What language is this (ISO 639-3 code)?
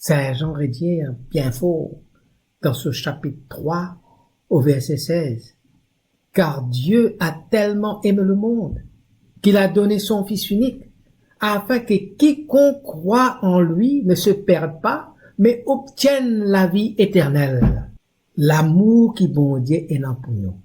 mfe